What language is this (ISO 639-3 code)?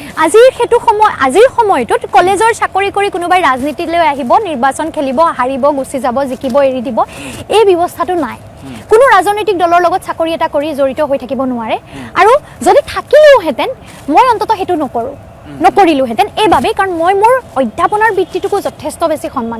asm